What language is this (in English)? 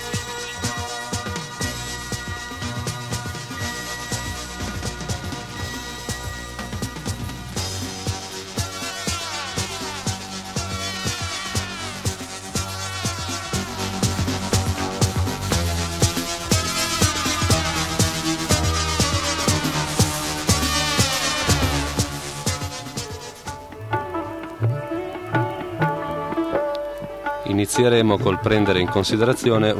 Italian